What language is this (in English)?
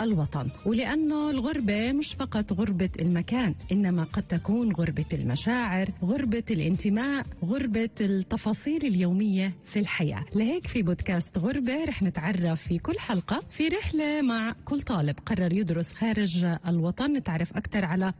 North Levantine Arabic